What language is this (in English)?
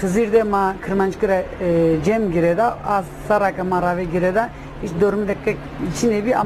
Zaza